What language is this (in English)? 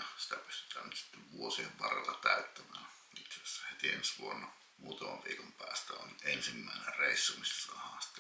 Finnish